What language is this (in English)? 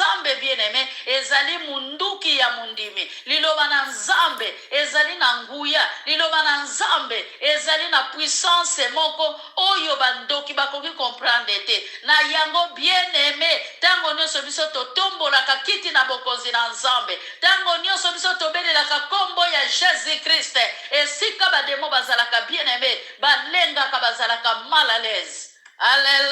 Lingala